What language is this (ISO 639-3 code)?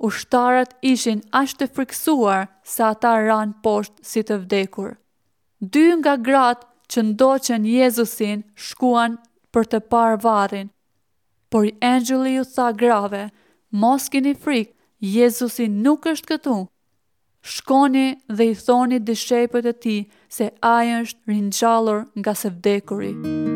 sqi